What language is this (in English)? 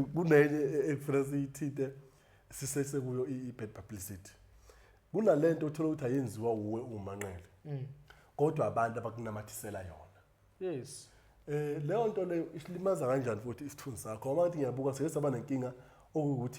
Zulu